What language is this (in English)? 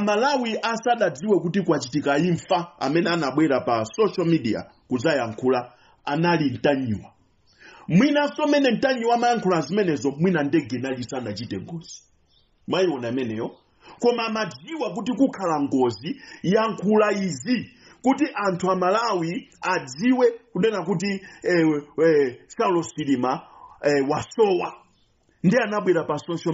Nyanja